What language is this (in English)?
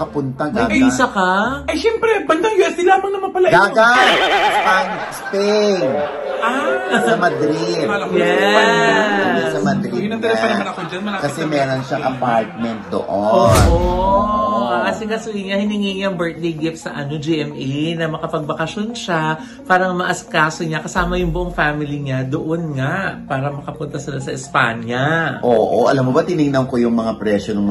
Filipino